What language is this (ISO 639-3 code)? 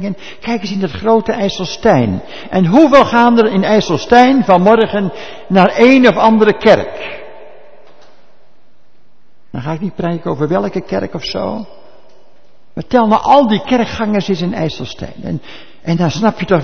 nld